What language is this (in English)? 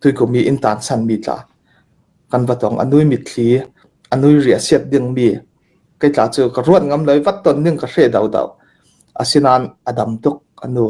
Hakha Chin